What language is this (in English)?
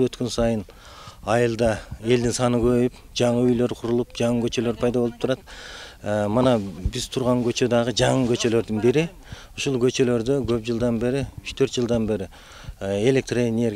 Kyrgyz